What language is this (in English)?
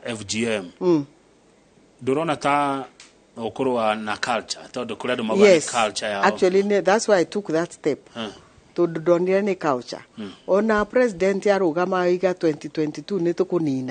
Kikuyu